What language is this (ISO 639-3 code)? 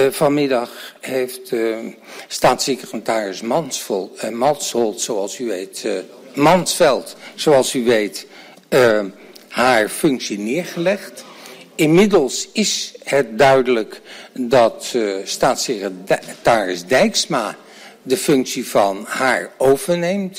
nld